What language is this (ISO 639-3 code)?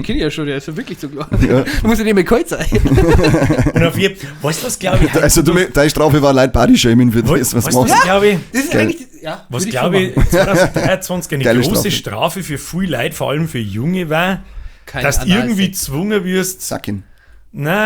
bar